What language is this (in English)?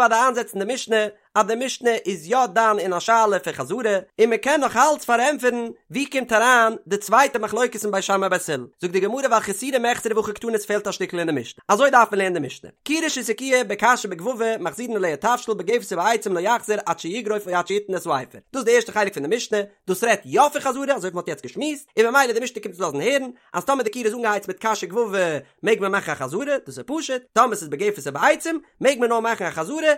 Yiddish